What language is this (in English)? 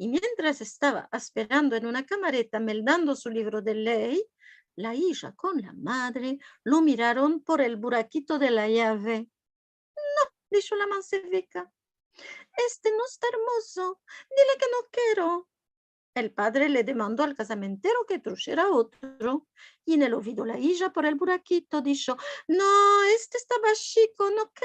Ladino